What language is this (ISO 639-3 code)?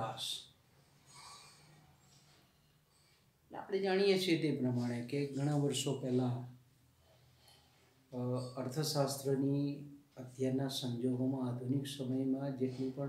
guj